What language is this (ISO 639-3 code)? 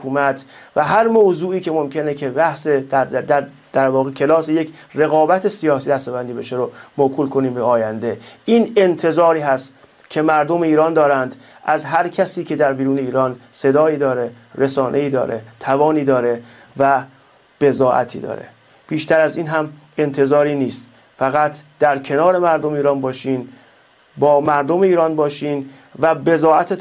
fas